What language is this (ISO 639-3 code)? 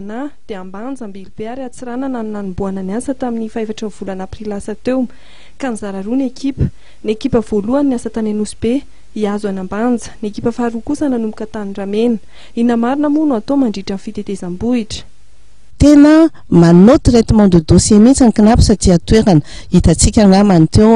mlg